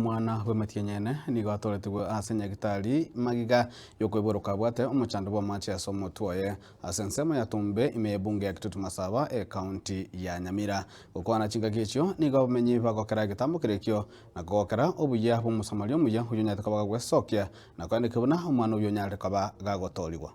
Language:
Gusii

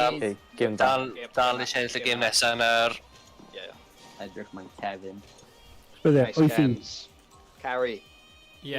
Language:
Welsh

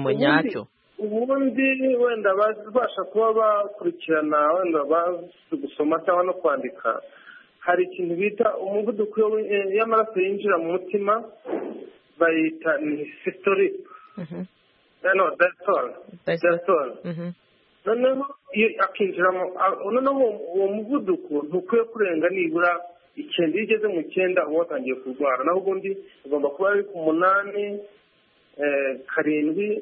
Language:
Kinyarwanda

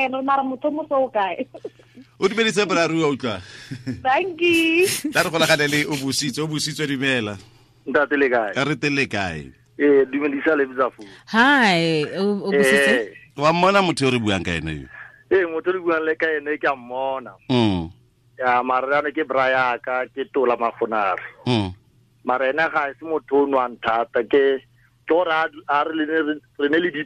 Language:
Tswana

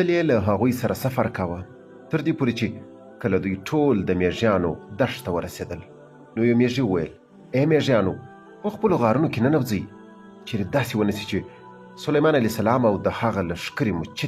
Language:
Pashto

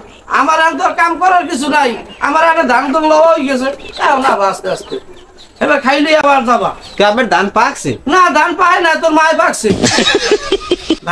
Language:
Bangla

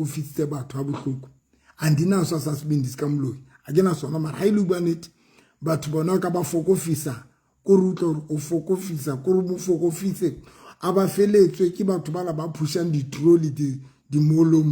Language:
Southern Sotho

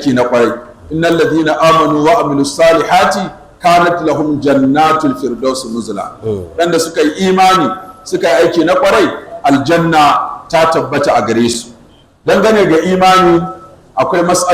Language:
Hausa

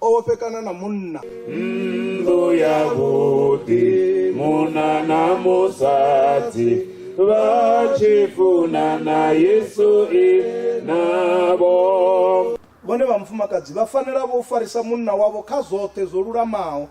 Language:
Venda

